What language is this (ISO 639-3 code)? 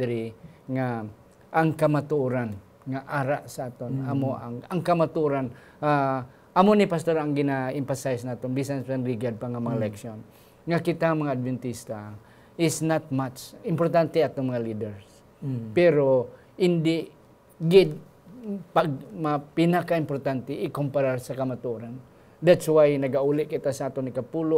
hil